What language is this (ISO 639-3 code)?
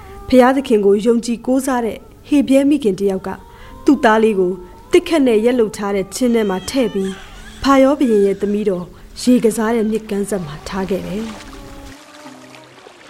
mya